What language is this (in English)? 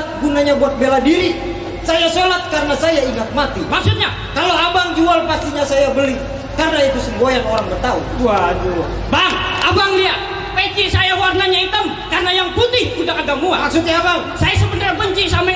Betawi